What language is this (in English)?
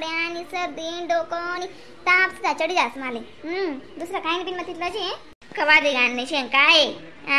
Khandesi